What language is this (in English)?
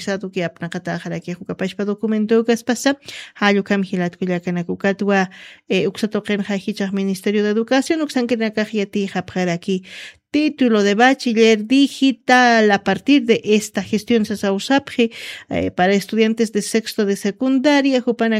Aymara